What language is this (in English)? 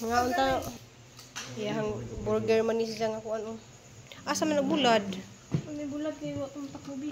Cebuano